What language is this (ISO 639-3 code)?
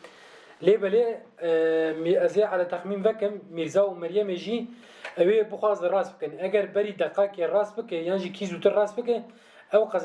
kur